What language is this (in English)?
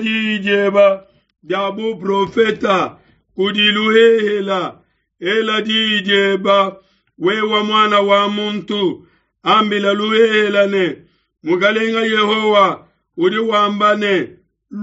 Luba-Lulua